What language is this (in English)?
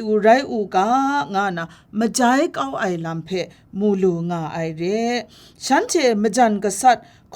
Kachin